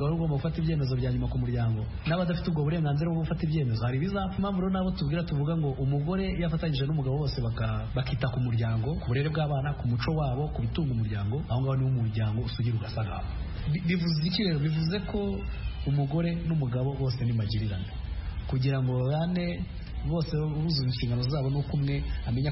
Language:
Kinyarwanda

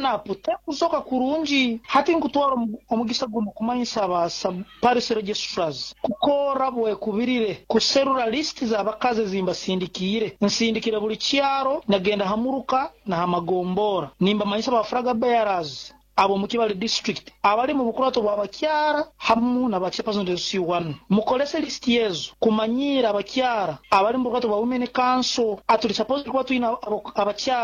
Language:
Nyoro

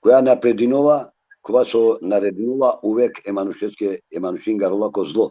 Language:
Balkan Romani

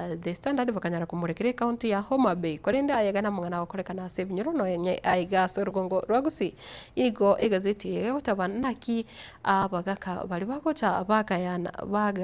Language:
Gusii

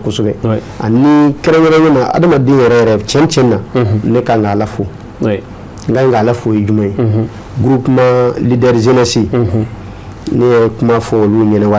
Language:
Bambara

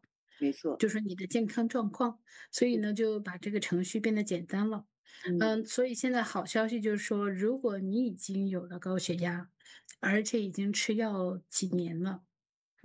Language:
Chinese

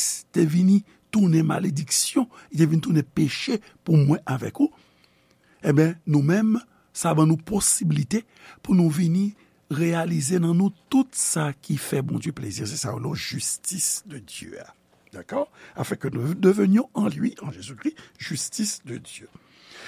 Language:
Haitian Creole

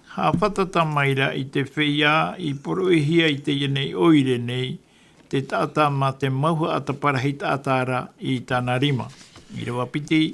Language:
Tahitian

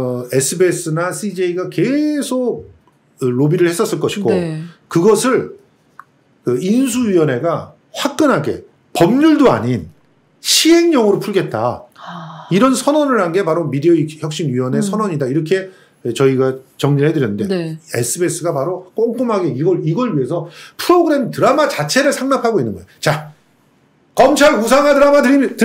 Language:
Korean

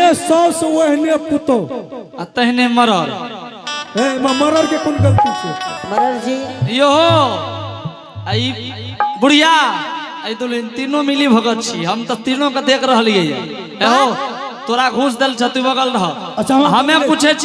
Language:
Angika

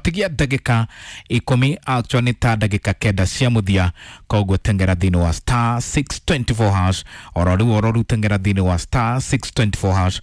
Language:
Kikuyu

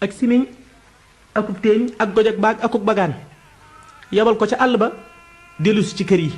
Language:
Wolof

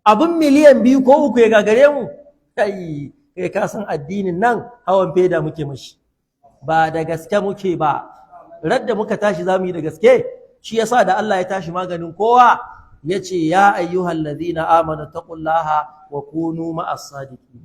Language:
Hausa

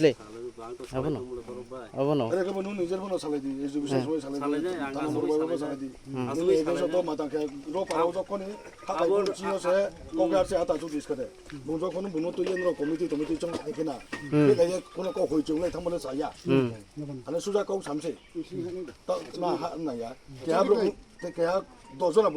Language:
Riang (India)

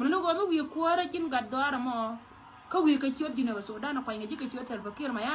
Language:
Nuer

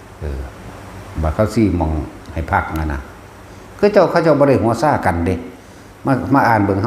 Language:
Northeastern Thai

